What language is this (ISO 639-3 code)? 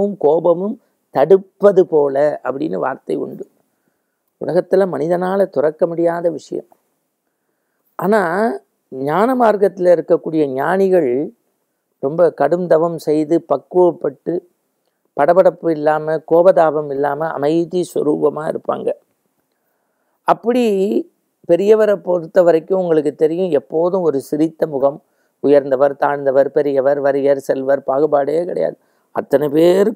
tam